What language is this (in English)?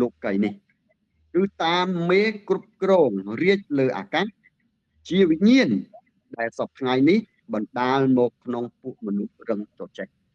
Khmer